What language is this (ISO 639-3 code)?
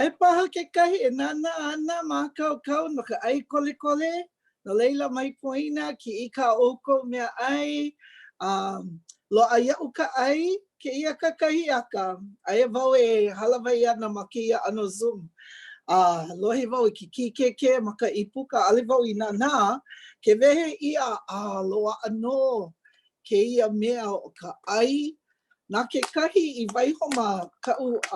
haw